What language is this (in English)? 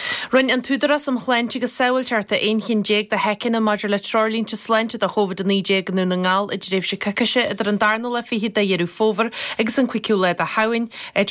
Irish